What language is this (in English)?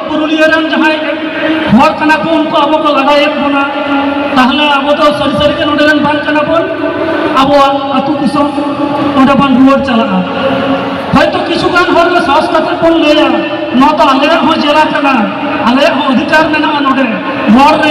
Santali